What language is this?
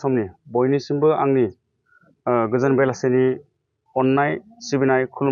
Bodo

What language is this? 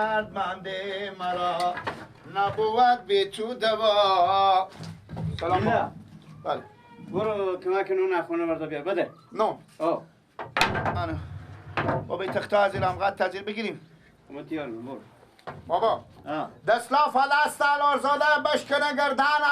Persian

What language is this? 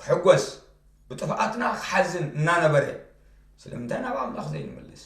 Tigrinya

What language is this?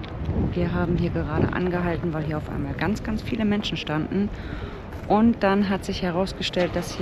German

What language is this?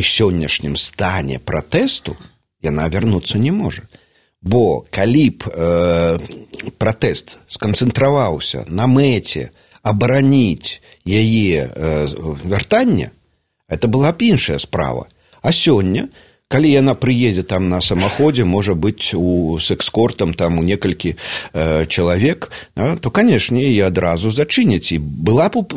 Belarusian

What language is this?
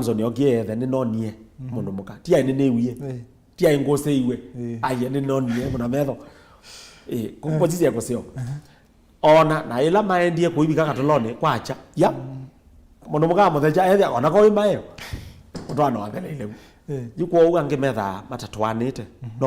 Kamba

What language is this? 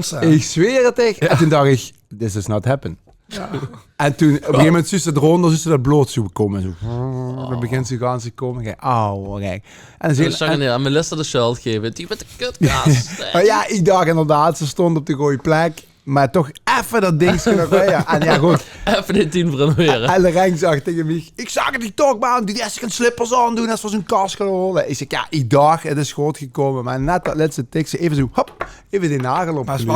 Limburgish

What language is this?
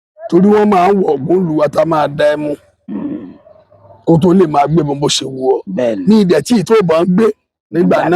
Yoruba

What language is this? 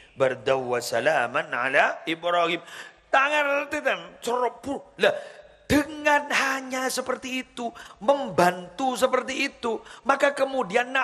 Madurese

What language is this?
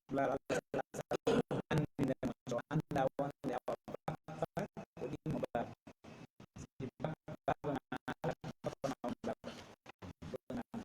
Pular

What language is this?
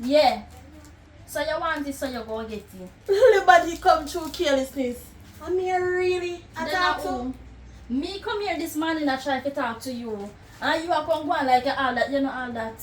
Jamaican Creole English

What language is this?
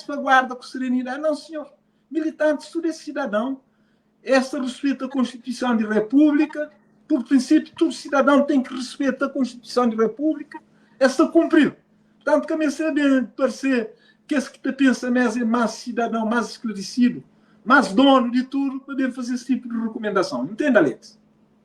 Kabuverdianu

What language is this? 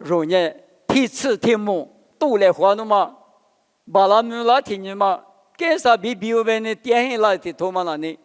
Lisu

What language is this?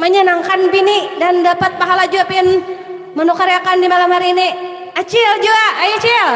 Banjar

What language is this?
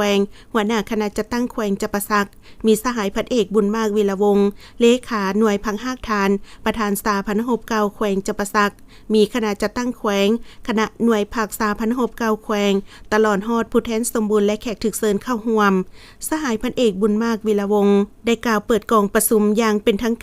Lao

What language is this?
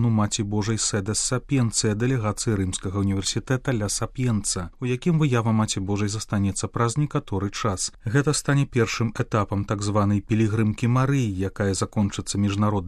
Belarusian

